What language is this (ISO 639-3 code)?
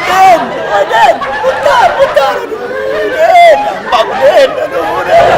mui